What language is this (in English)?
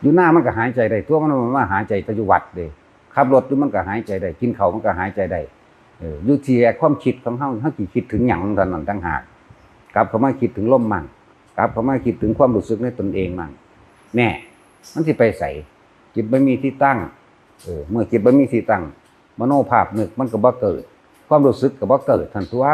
Northeastern Thai